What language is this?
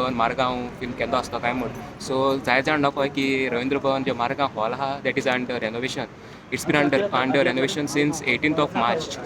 Konkani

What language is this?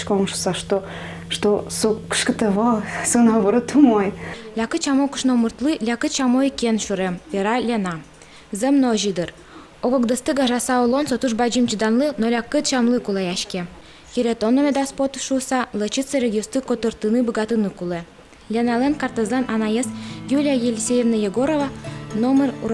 Udmurt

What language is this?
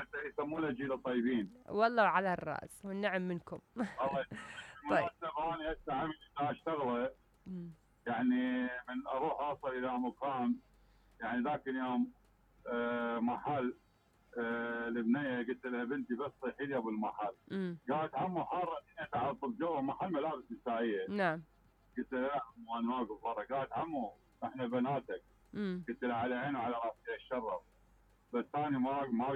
Mesopotamian Arabic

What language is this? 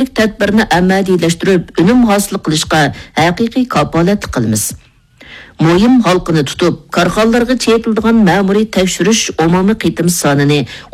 Uyghur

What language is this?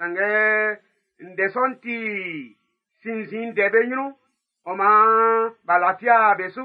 Baoulé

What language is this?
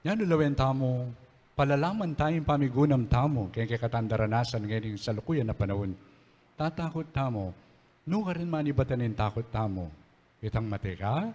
Pampanga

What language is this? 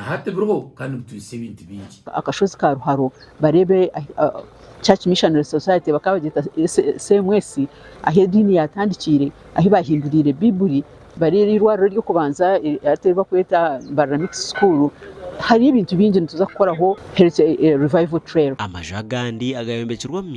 Nyankole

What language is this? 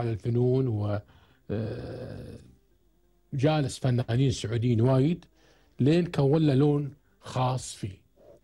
Gulf Arabic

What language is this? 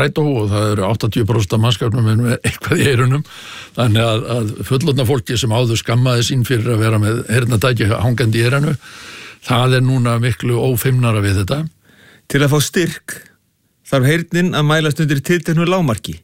Icelandic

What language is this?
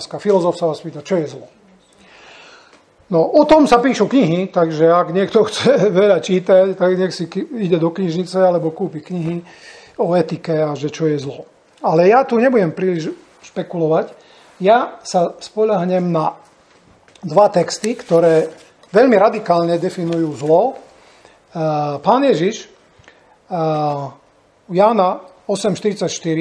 Slovak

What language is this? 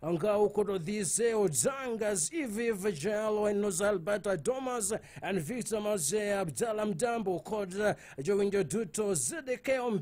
Luo (Kenya and Tanzania)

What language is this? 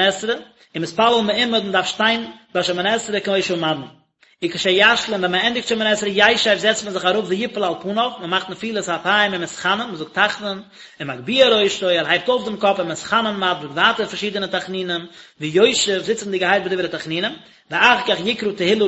Yiddish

